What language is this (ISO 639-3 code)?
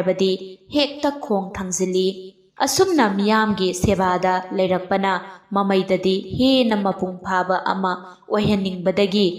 mni